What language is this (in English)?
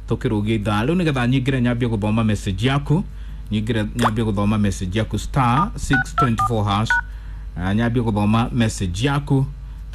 Kikuyu